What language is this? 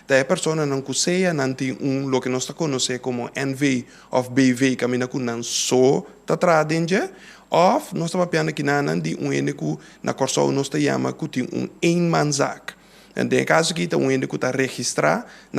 Papiamento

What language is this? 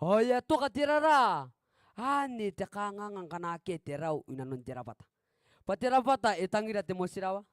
Gilbertese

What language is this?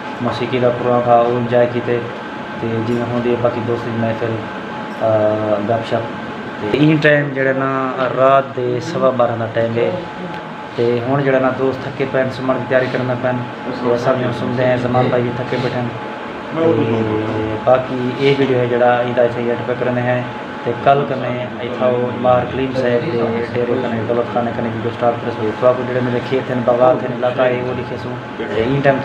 Saraiki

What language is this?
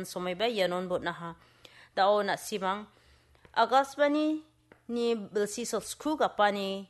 Garo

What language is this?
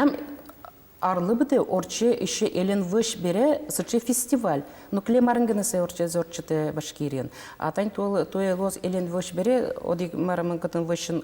Udmurt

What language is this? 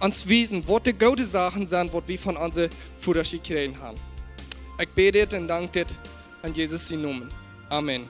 Plautdietsch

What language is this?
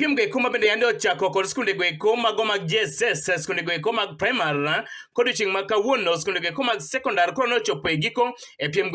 Luo (Kenya and Tanzania)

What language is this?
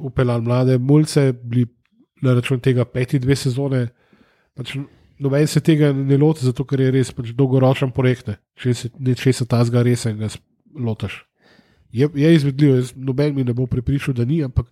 Slovenian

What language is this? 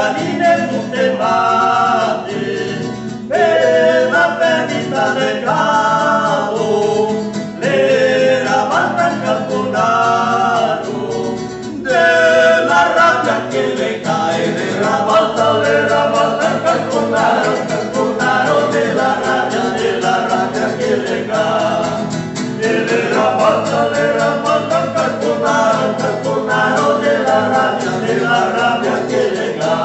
Venetian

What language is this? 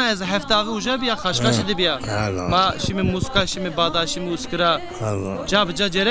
Zaza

